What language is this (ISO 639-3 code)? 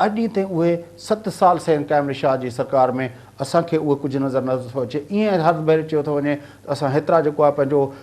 snd